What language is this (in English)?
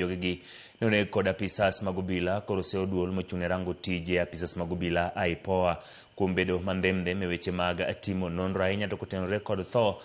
Luo (Kenya and Tanzania)